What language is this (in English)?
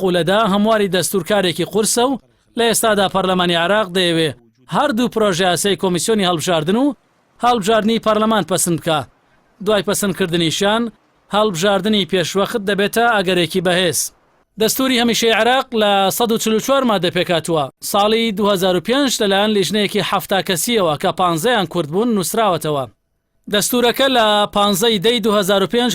Central Kurdish